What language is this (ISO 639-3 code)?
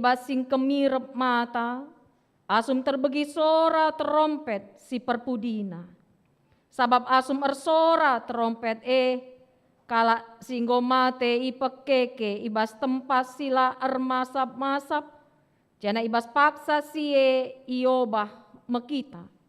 btx